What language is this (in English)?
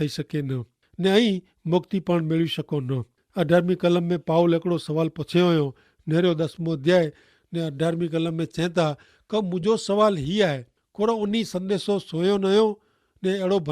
Kachhi